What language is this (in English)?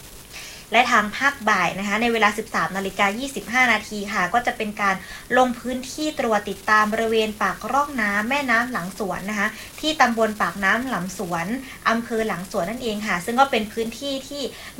Thai